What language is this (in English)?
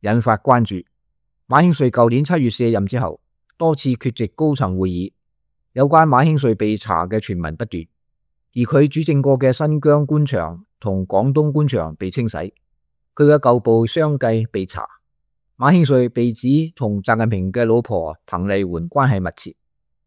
Cantonese